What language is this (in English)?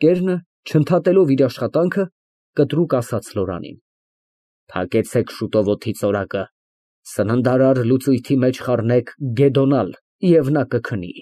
Armenian